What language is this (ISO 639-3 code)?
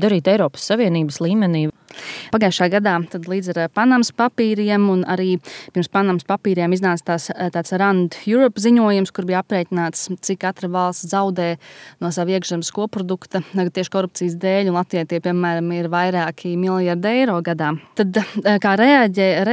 lav